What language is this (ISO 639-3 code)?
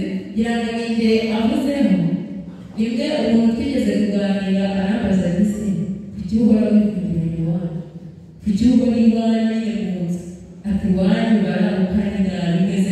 kin